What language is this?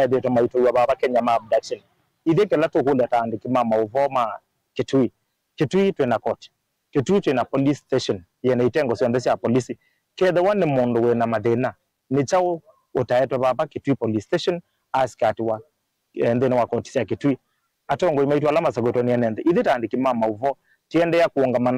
Kamba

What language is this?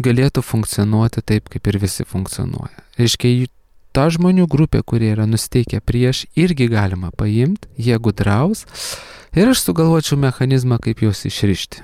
Lithuanian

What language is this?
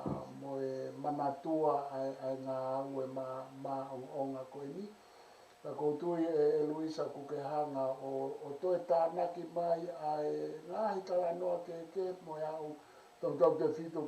Tongan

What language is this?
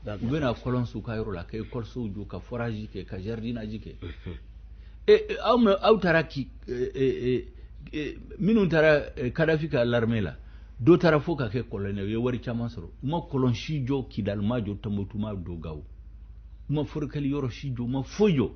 Bambara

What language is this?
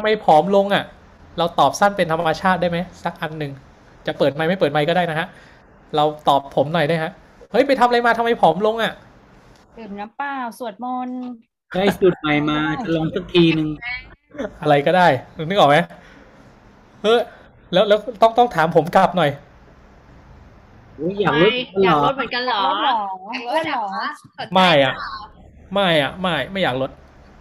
Thai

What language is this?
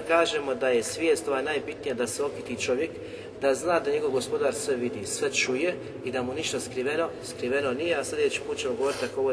Bosnian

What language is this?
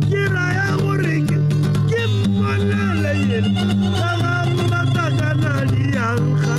Tswana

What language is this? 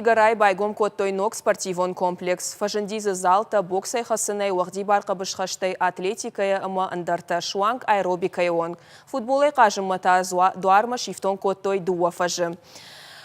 Ossetic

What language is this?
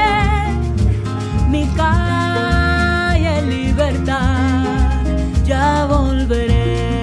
Spanish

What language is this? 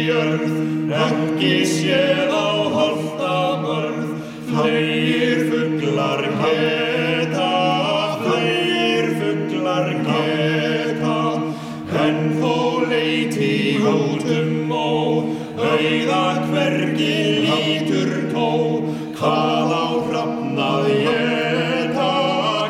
Icelandic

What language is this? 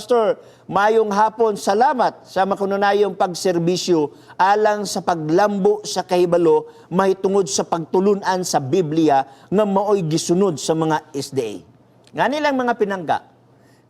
Cebuano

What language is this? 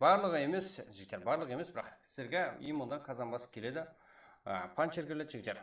Kara-Kalpak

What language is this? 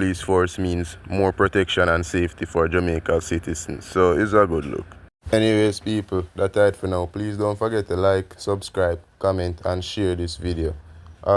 Jamaican Creole English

